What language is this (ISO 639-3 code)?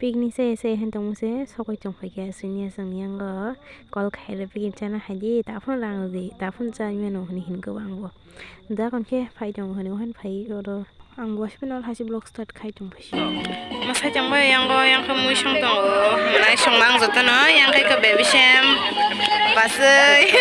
trp